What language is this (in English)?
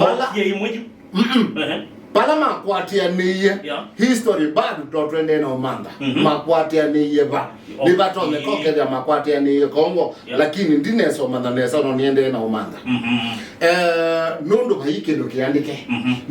Kamba